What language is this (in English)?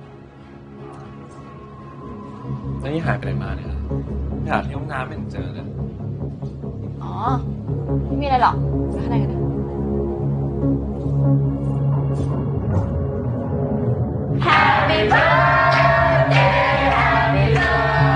Thai